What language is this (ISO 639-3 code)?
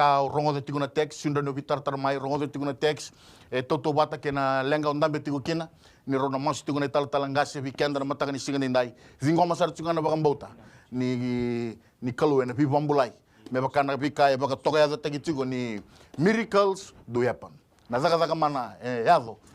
fij